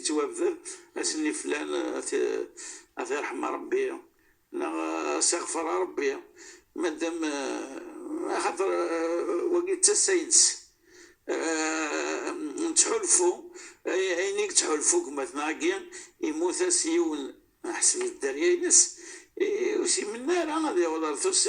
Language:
Kabyle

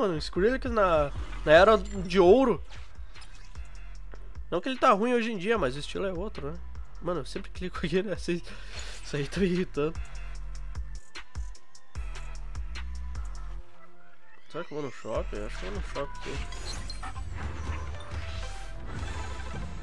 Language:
Portuguese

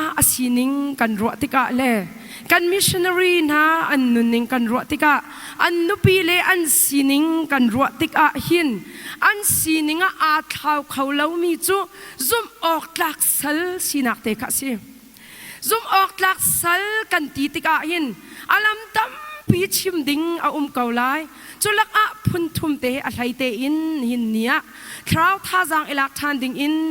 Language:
Hakha Chin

